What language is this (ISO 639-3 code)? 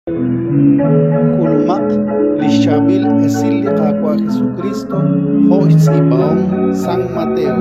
kek